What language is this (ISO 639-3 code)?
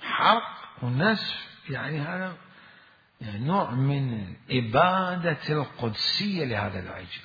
acm